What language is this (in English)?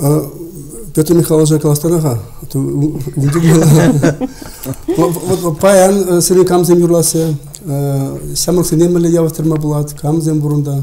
Chuvash